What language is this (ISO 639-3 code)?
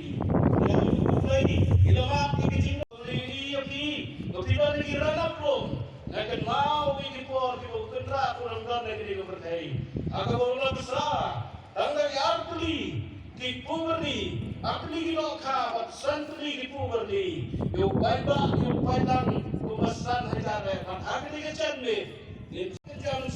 kha